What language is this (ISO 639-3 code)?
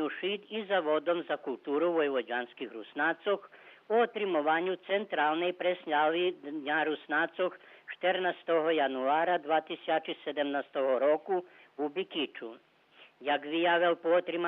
rue